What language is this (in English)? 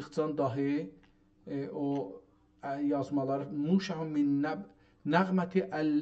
South Azerbaijani